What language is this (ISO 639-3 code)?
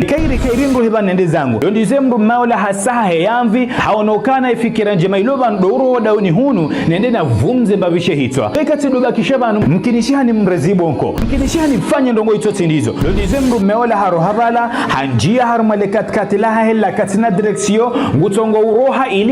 zdj